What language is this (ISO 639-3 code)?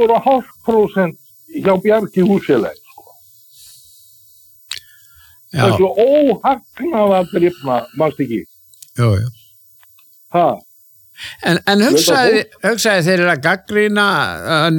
isl